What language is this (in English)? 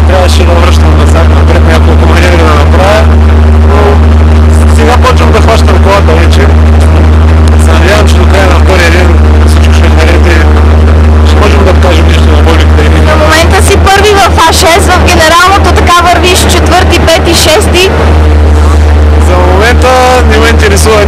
Bulgarian